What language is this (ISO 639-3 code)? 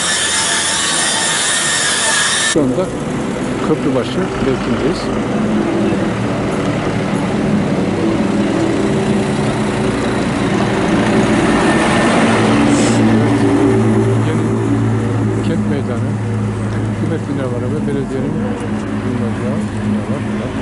tur